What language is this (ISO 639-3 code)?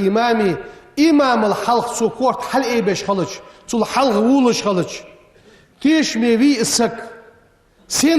inh